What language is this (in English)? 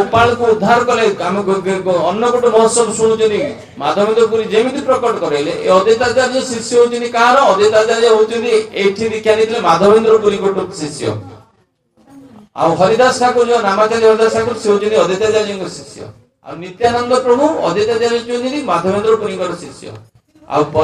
Odia